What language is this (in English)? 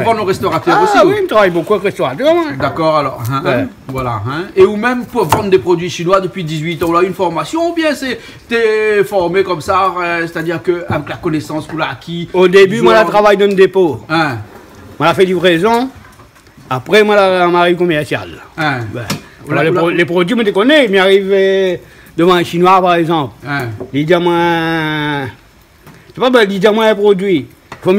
Réunion Creole French